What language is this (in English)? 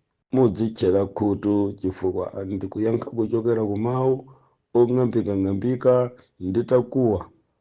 Nyanja